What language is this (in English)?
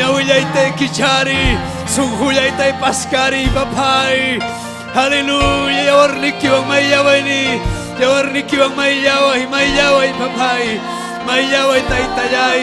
Ayacucho Quechua